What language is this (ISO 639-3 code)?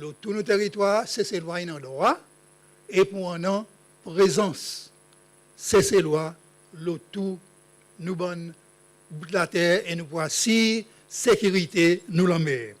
crs